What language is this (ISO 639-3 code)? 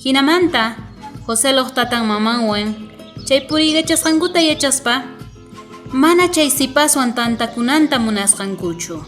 quh